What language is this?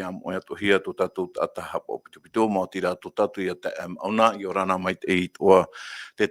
Tahitian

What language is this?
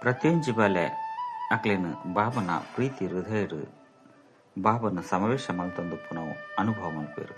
Tulu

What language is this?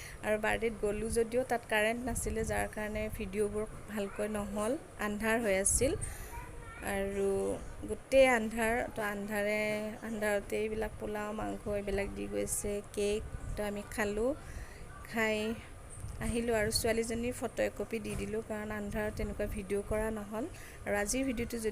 Assamese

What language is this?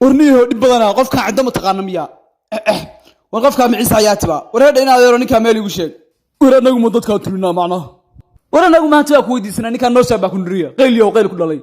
Somali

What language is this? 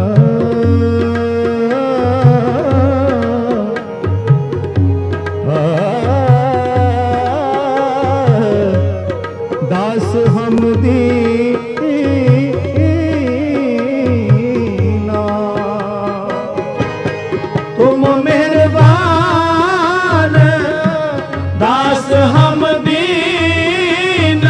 Punjabi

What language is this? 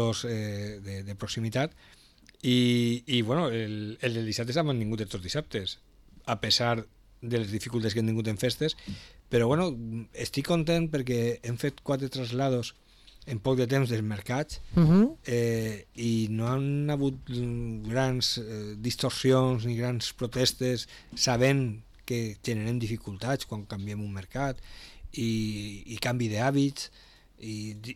Catalan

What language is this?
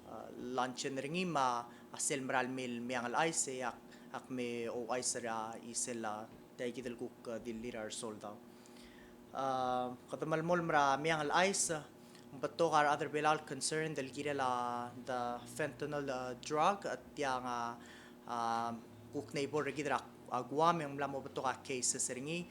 Palauan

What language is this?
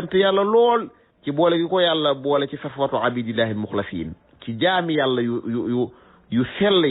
Wolof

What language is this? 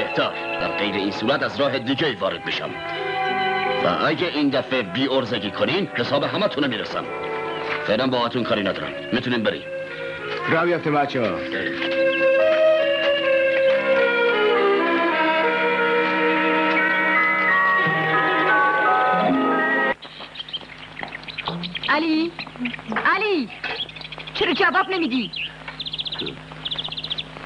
Persian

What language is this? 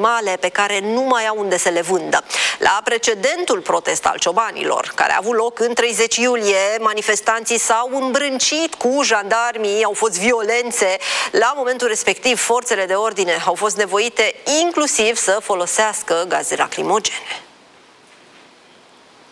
Romanian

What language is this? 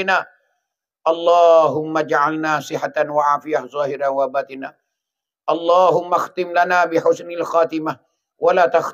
Pattani Malay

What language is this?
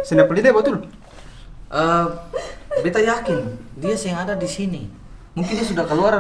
Ambonese Malay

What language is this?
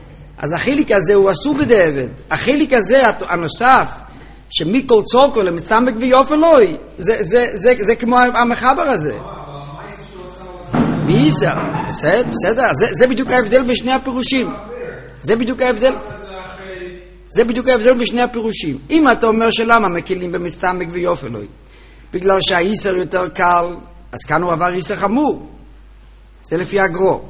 Hebrew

